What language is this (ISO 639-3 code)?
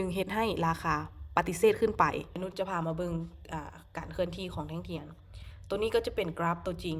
lao